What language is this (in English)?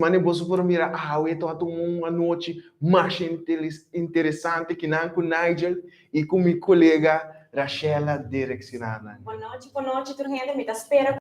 Papiamento